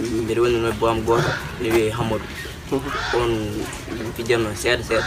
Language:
Pular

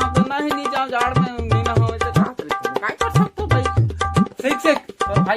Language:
Chhattisgarhi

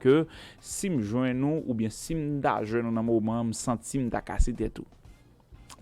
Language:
Haitian Creole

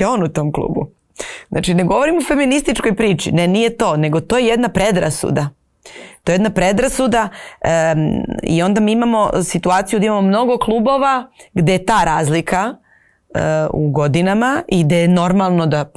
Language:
Serbian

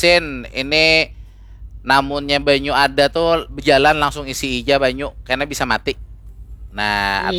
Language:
Banjar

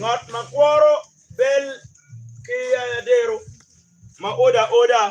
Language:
Acoli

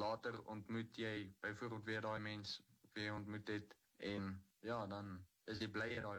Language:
Afrikaans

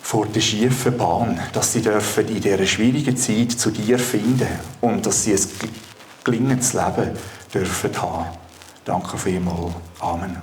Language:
Swiss German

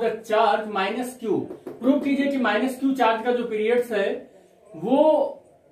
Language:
Hindi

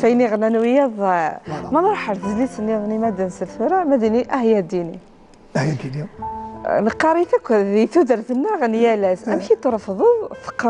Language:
Kabyle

